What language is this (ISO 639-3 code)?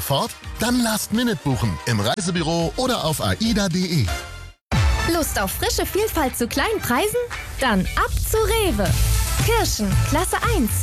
deu